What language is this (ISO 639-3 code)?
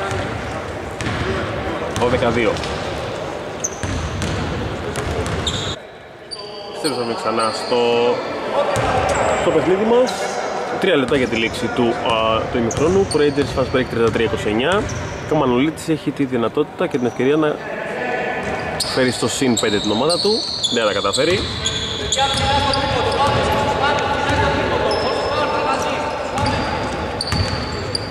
ell